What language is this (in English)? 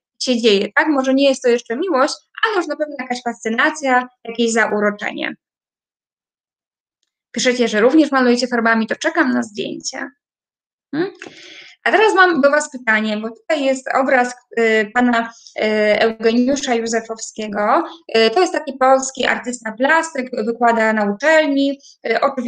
Polish